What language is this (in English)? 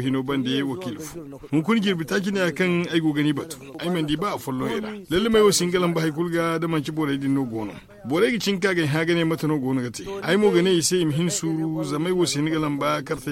Zarma